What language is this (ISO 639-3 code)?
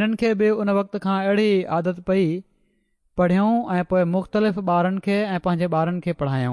snd